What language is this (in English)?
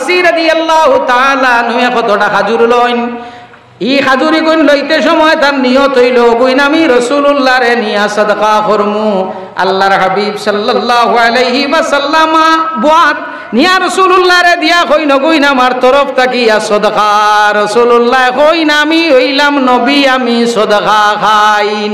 Sylheti